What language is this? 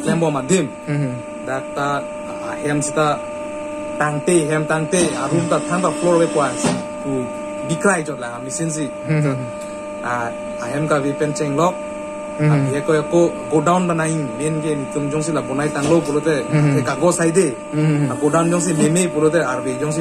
Karbi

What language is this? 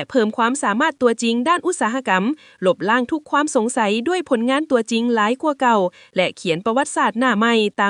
Lao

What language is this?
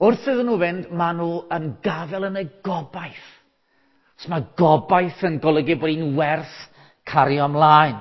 Welsh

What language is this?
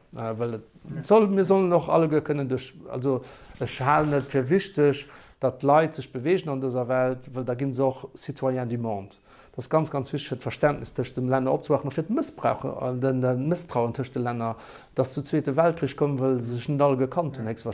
Luxembourgish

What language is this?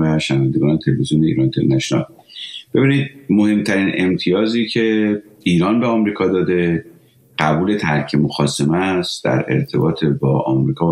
Persian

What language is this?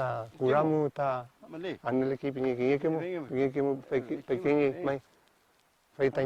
Mapuche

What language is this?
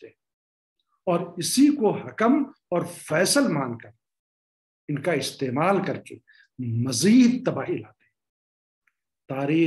Urdu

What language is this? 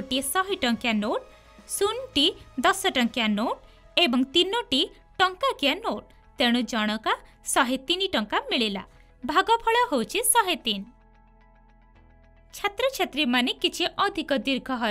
Odia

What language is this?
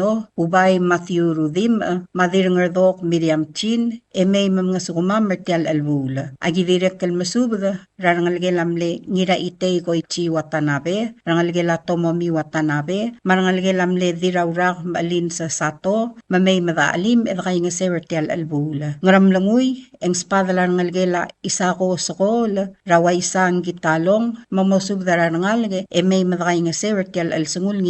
Palauan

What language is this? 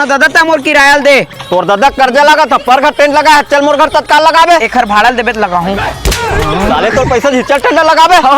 Chhattisgarhi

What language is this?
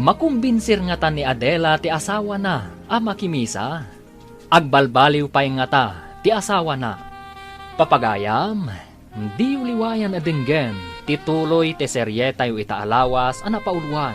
Iloko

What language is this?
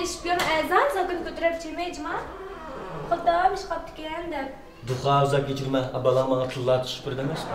Uyghur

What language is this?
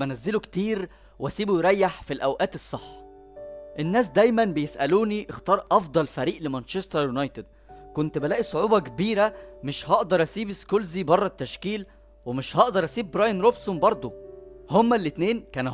Egyptian Arabic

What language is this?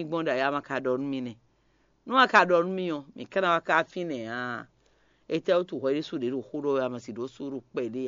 Fon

